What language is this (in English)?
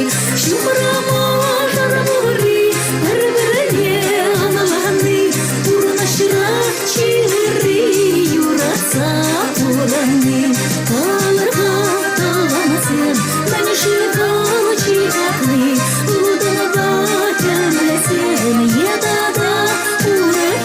Chuvash